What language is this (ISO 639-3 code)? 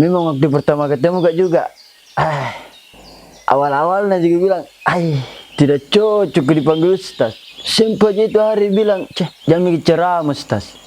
mfp